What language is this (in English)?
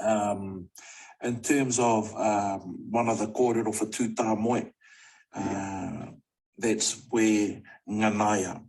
Māori